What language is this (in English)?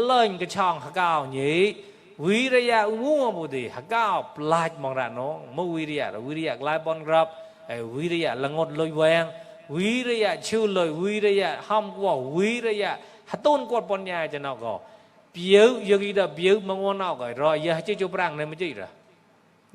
Mon